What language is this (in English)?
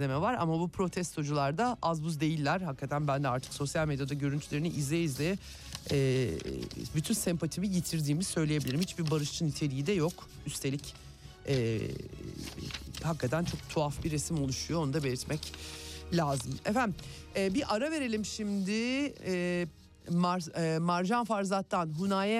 Turkish